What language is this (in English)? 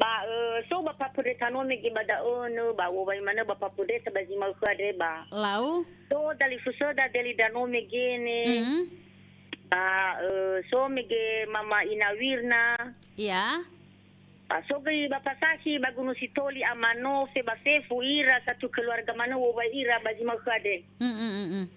Nias